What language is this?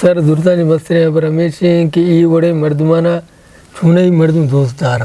Eastern Balochi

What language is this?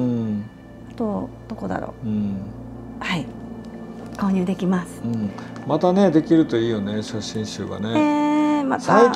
Japanese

